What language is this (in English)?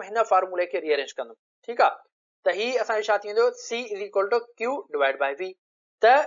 Sindhi